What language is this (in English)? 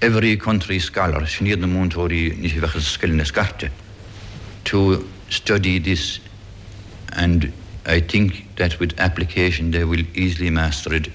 Irish